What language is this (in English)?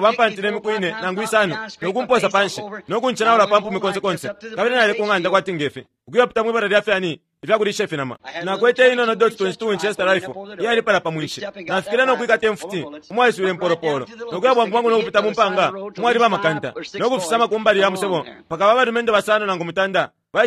Bemba